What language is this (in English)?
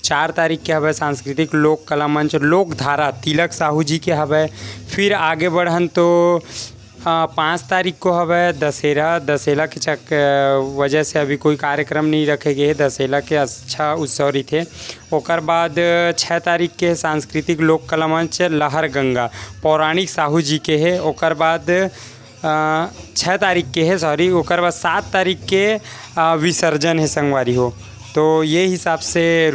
Chhattisgarhi